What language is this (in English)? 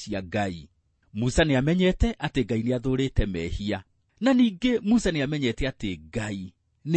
Kikuyu